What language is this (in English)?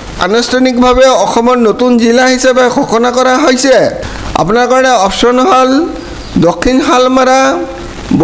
Assamese